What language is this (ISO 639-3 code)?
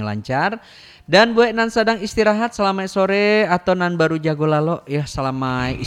min